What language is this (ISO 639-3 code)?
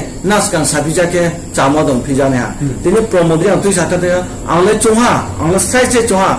ria